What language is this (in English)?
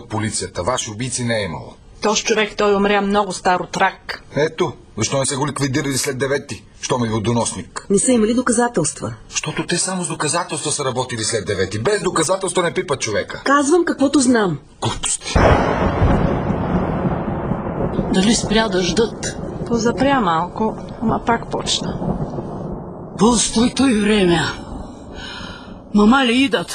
Bulgarian